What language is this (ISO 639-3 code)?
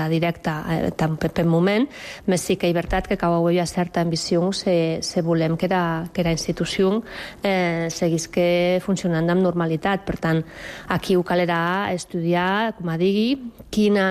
cat